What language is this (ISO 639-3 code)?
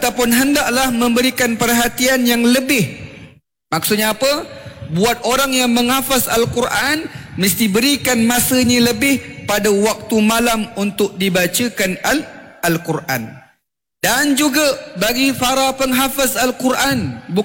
msa